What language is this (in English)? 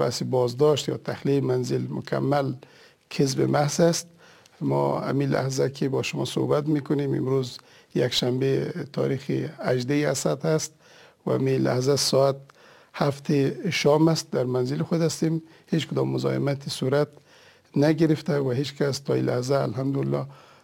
Persian